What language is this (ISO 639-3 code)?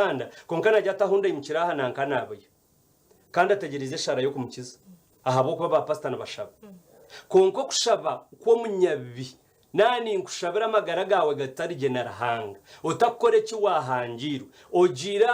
nyn